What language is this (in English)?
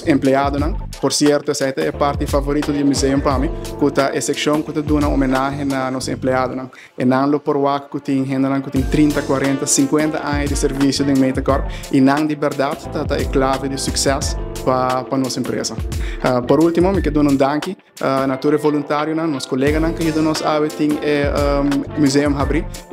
Papiamento